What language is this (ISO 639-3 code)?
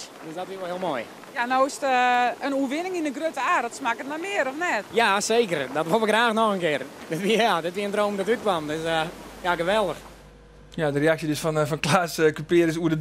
fry